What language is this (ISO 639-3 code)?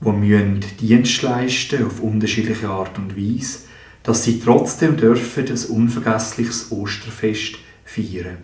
gsw